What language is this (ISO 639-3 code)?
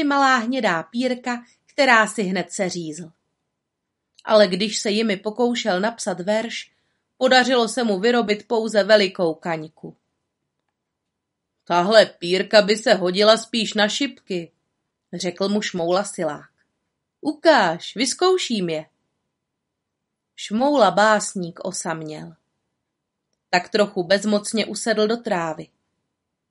ces